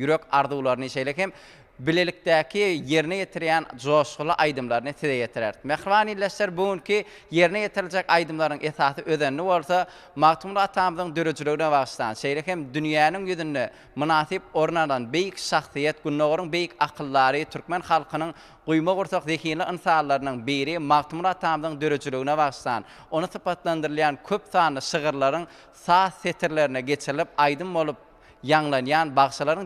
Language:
Turkmen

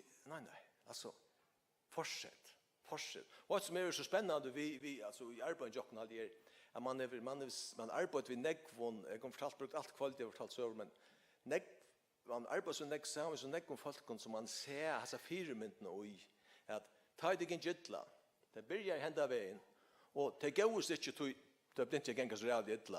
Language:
Faroese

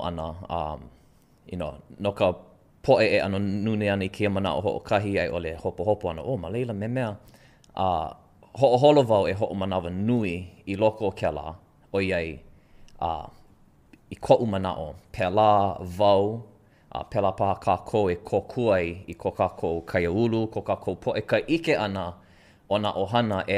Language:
Hawaiian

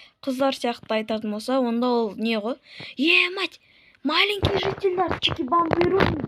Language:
Kazakh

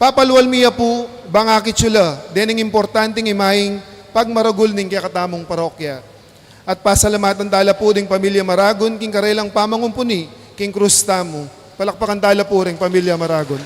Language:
Pampanga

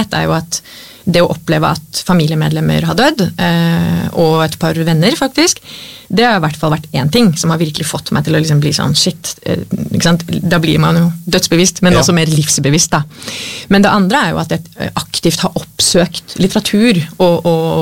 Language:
Norwegian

